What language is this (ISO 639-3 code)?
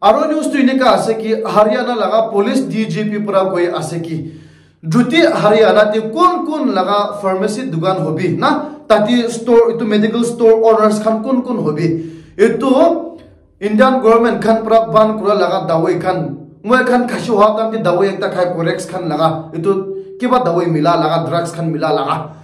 nag